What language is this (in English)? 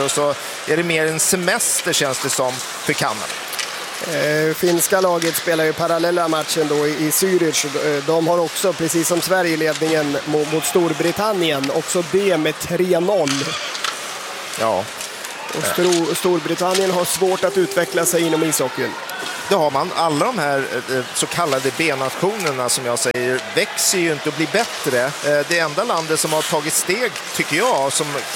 Swedish